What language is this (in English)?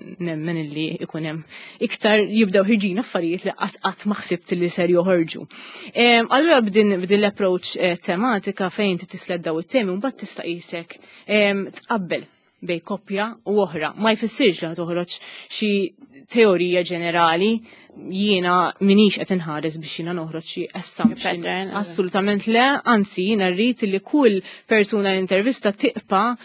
Maltese